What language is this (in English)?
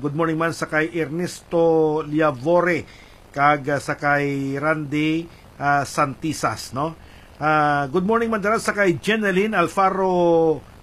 Hiligaynon